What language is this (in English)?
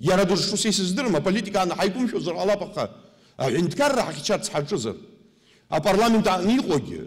Abkhazian